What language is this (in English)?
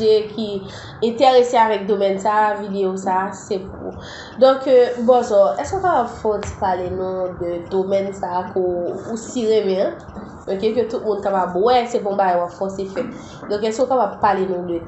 Haitian Creole